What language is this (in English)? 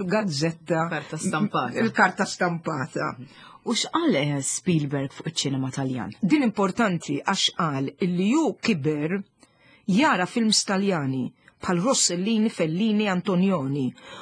Maltese